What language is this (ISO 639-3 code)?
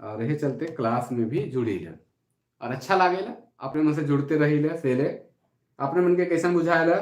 sck